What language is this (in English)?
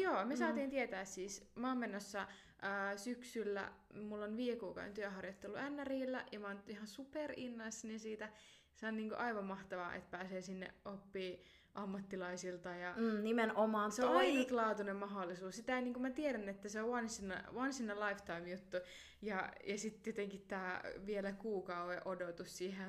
Finnish